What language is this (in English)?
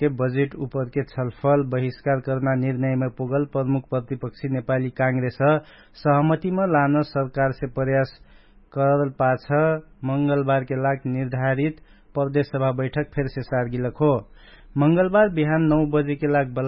Dangaura Tharu